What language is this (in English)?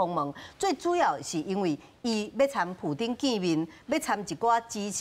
Min Nan Chinese